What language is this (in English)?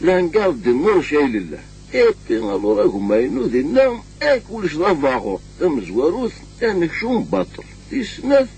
Kabyle